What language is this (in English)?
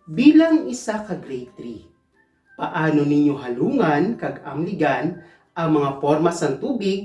Hiligaynon